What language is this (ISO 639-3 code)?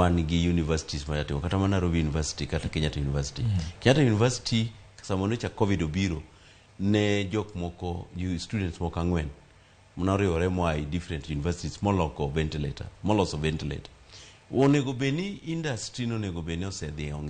luo